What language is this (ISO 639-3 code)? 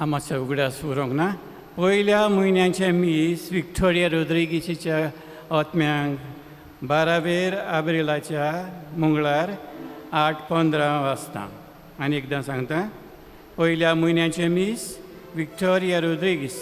kok